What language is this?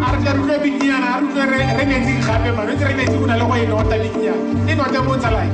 Tswana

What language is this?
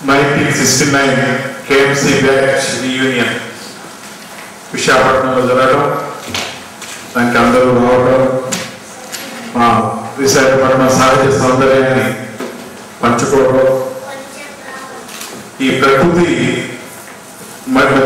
Telugu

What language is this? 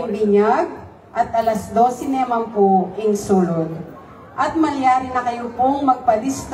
Pampanga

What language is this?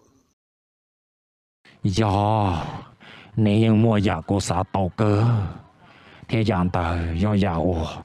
Vietnamese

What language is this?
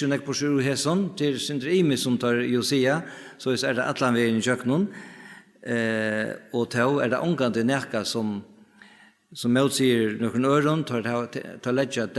Faroese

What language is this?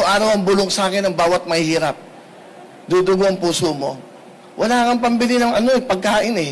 Filipino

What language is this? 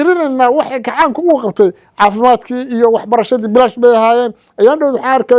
Somali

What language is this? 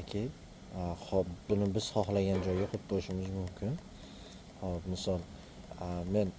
Uzbek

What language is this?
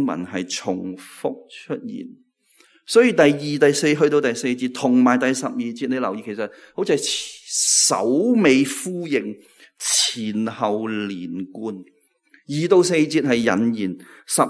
Cantonese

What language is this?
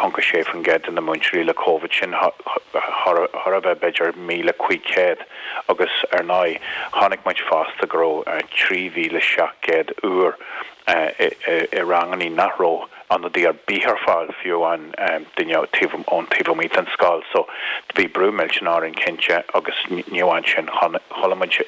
Irish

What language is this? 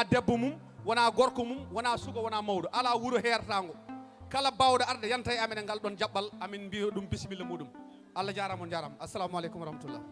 Fula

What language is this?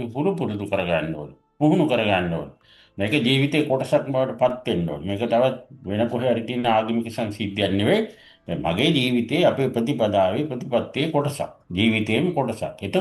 Sinhala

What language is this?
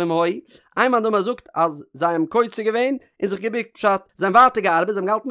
Yiddish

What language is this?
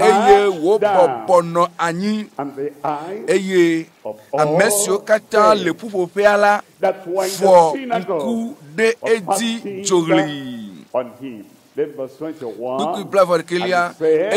Ewe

